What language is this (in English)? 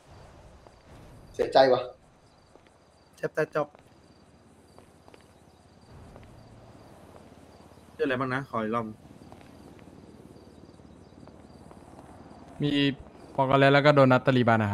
Thai